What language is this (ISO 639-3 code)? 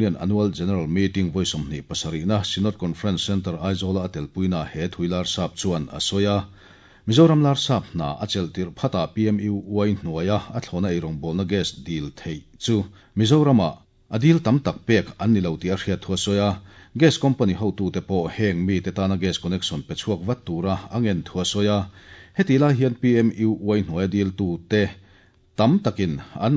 lus